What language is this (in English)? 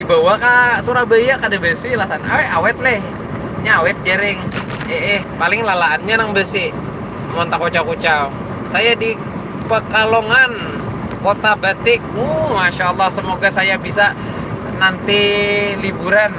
Banjar